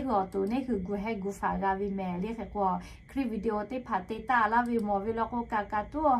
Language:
Lahu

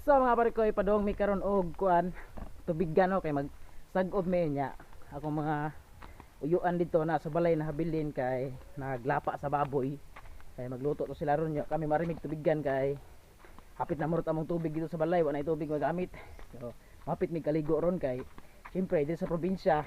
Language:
Cebuano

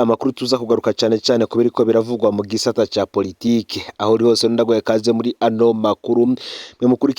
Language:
Rundi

